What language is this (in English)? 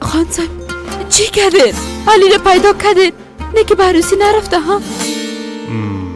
Persian